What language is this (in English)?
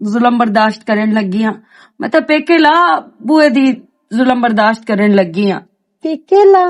Western Panjabi